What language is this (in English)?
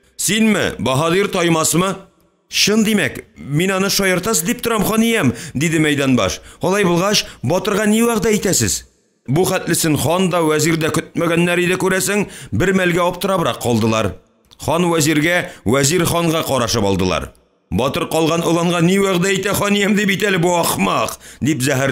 Tatar